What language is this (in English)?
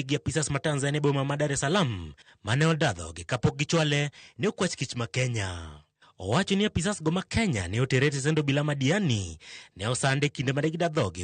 Luo (Kenya and Tanzania)